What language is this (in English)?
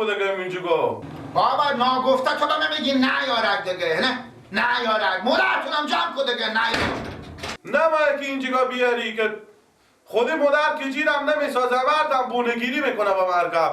Persian